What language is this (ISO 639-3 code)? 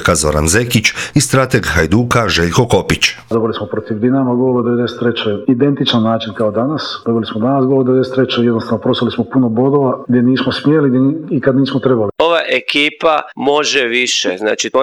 hrv